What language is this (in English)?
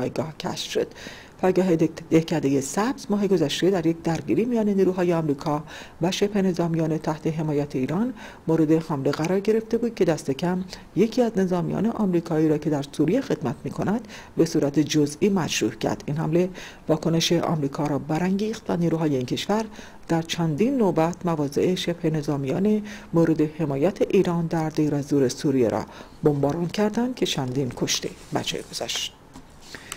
Persian